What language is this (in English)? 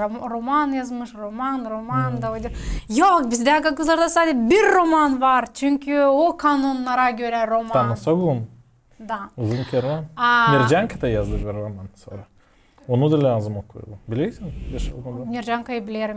Gagauz